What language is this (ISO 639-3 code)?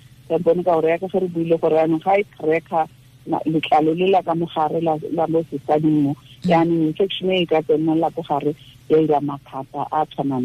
tsn